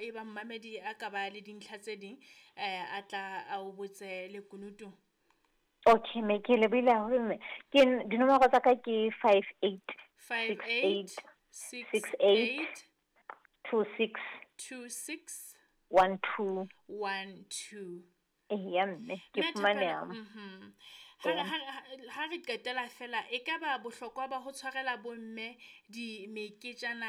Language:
Southern Sotho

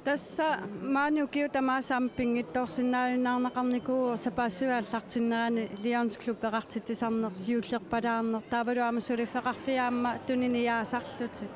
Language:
Kalaallisut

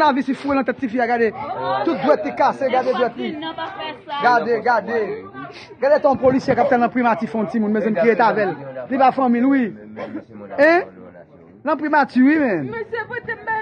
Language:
Haitian Creole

